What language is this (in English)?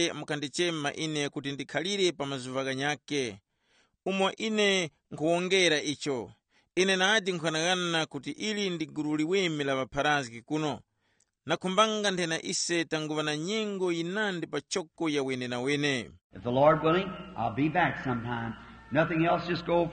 Tumbuka